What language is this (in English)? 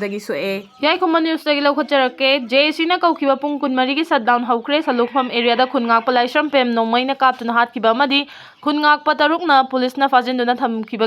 Manipuri